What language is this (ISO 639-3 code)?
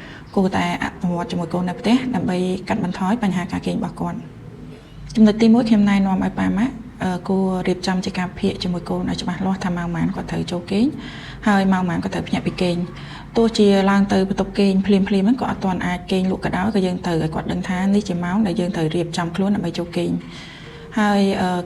khm